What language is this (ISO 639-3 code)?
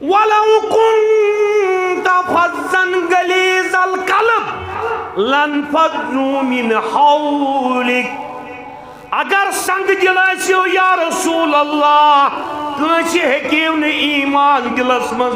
kas